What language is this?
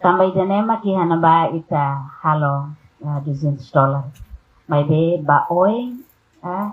Tetum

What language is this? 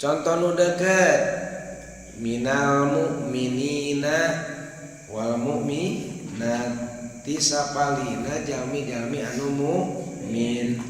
Sundanese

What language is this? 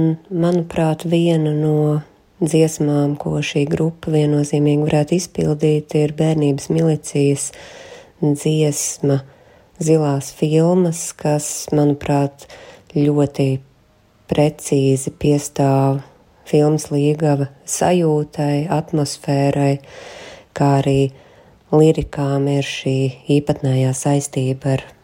Latvian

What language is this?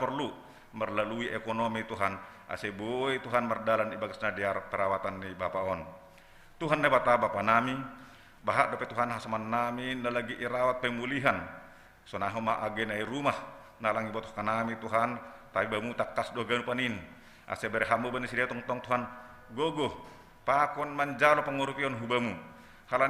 Batak Simalungun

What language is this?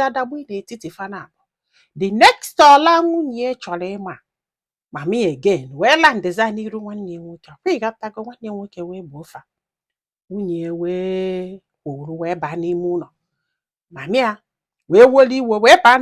Igbo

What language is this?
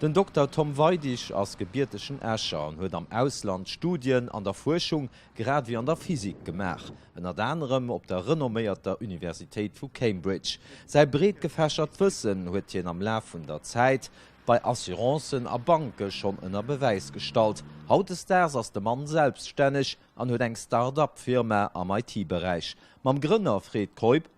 Luxembourgish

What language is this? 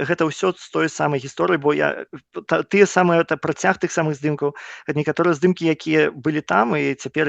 Belarusian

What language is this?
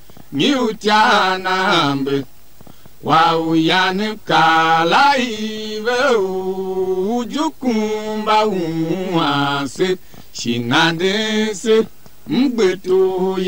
Tiv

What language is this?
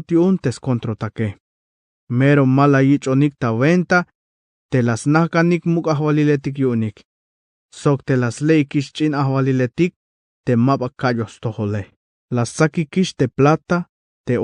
Tzeltal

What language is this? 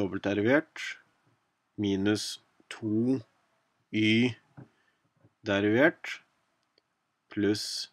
Norwegian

